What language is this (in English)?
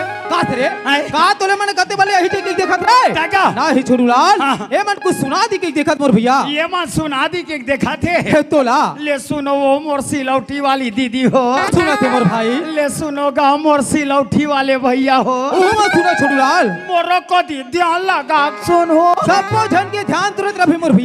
Chhattisgarhi